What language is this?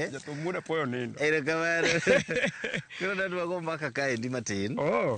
Luo (Kenya and Tanzania)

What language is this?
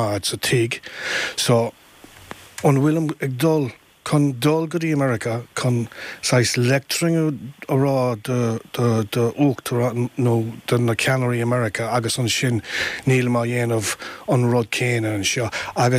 Irish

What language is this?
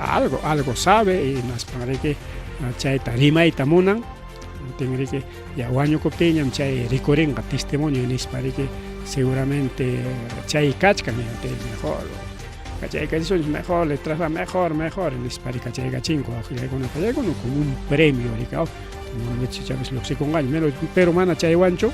Ayacucho Quechua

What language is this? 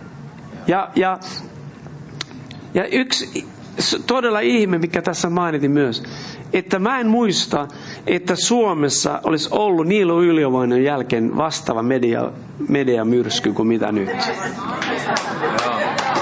Finnish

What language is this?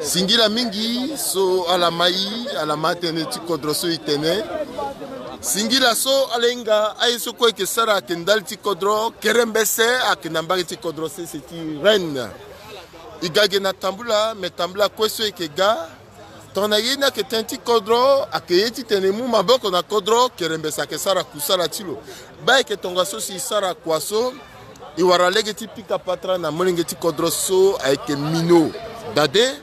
Sango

